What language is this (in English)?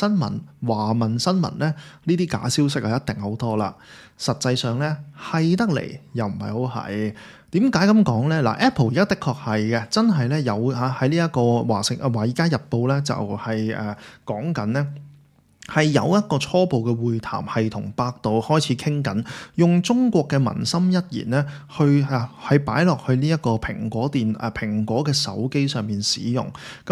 Cantonese